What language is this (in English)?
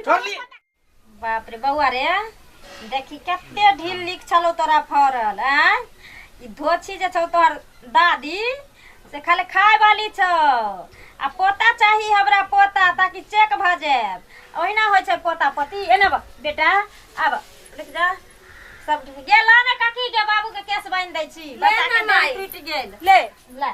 Maithili